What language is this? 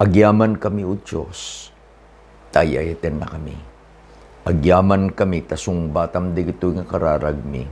Iloko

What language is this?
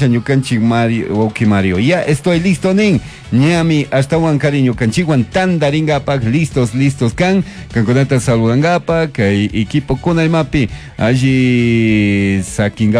Chimborazo Highland Quichua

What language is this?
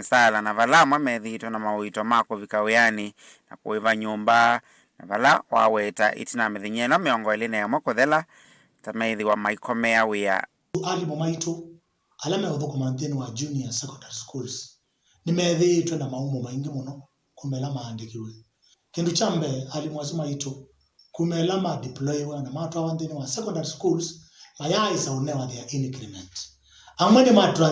Kamba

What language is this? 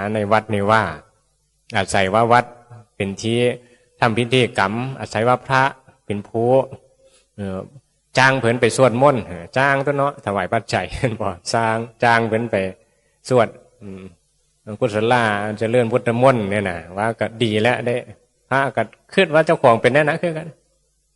Northeastern Thai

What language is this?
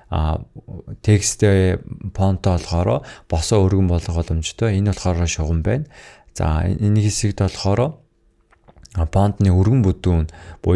Mongolian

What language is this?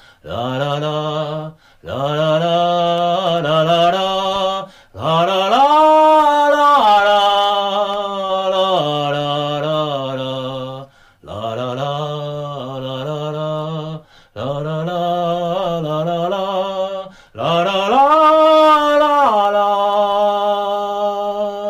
Basque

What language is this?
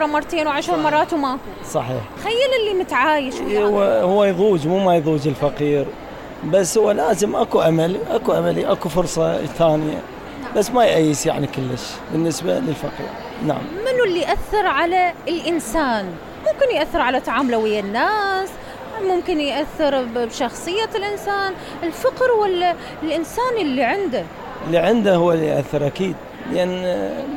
Mesopotamian Arabic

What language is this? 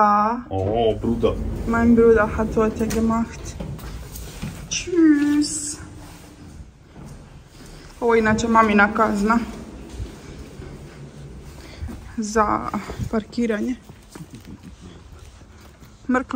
Croatian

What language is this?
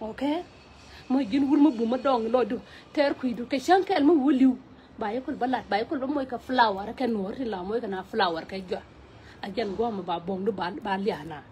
Nuer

